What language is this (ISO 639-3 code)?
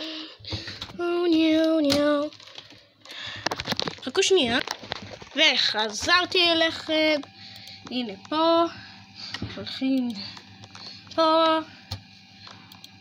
heb